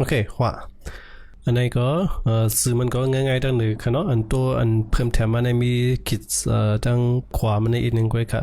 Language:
Shan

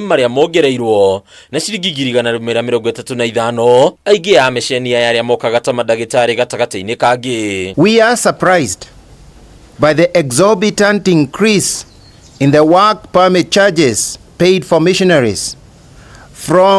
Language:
Kikuyu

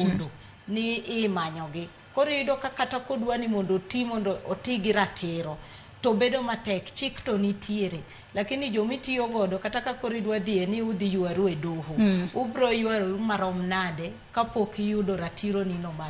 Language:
Luo (Kenya and Tanzania)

